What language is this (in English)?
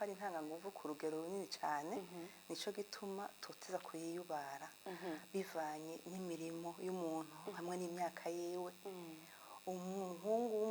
Rundi